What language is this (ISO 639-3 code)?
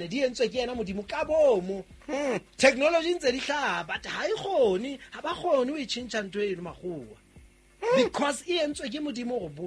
sot